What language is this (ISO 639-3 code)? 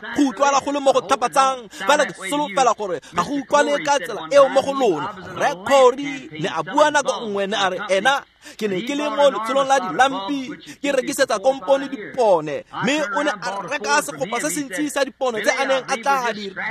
tsn